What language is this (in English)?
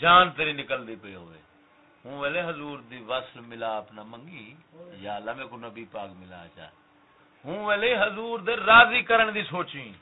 Saraiki